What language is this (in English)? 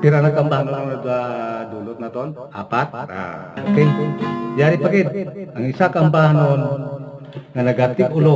Hiligaynon